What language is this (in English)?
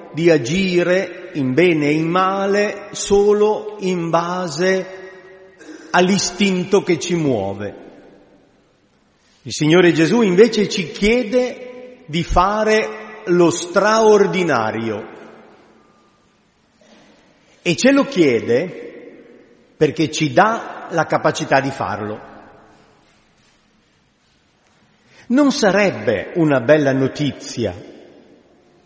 Italian